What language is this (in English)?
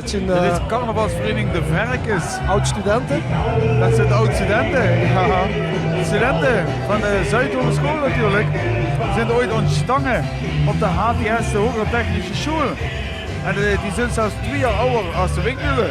Limburgish